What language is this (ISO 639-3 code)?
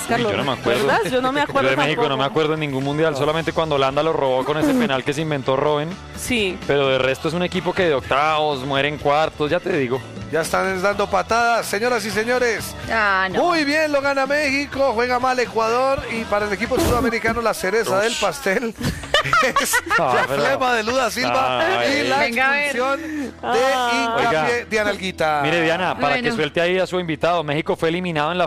spa